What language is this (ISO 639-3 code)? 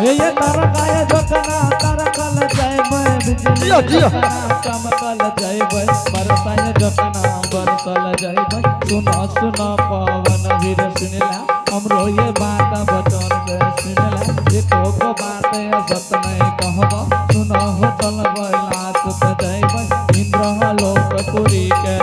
anp